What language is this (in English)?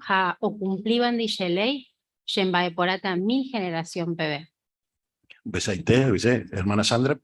Guarani